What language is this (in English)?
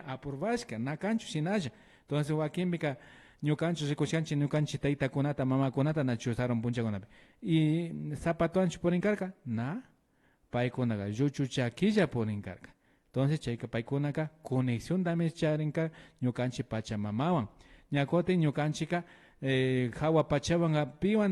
Imbabura Highland Quichua